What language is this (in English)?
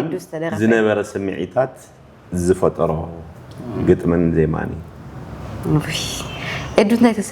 Tigrinya